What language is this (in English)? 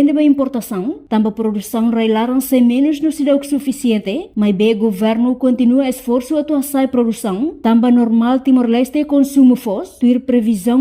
Tetum